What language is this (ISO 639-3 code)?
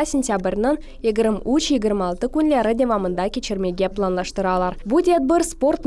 crh